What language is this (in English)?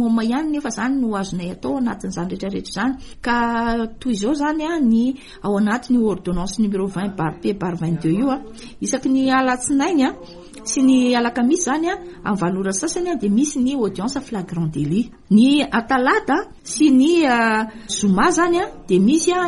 Malagasy